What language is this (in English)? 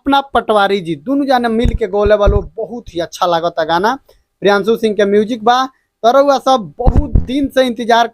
Bhojpuri